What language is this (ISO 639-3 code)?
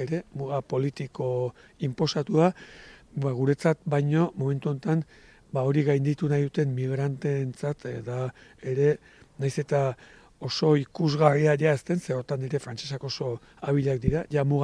eus